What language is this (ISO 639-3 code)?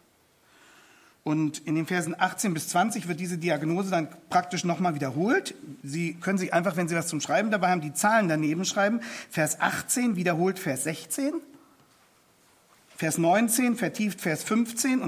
deu